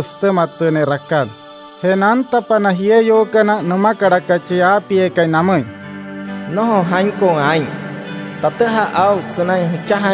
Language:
Wayuu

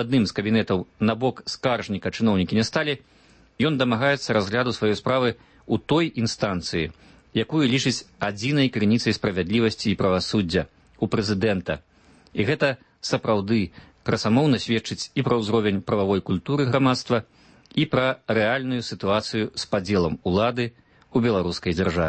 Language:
Belarusian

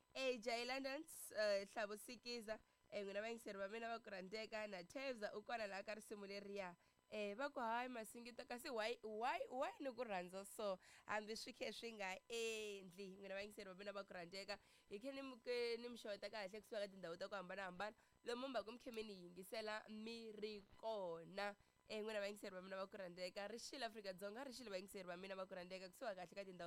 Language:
Tsonga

